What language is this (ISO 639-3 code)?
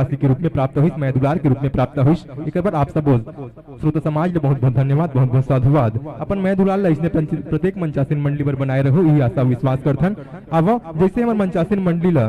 hne